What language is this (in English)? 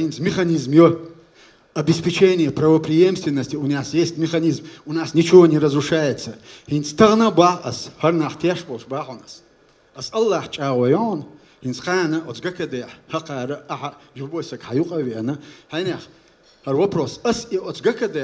Chechen